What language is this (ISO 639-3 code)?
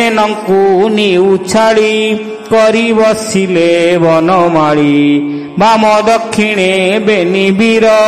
ori